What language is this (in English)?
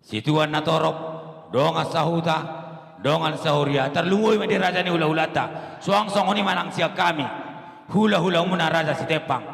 Batak Toba